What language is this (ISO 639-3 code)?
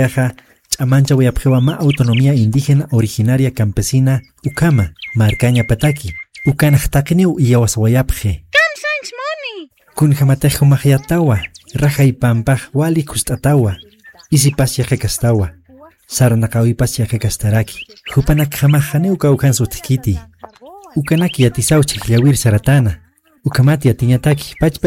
aym